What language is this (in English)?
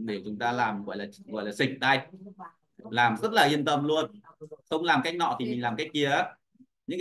Vietnamese